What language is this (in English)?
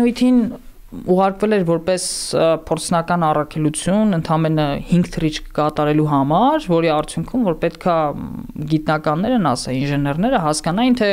Armenian